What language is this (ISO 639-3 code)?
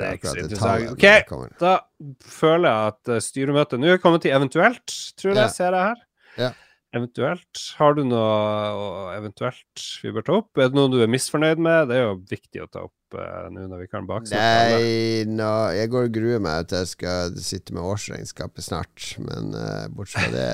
nor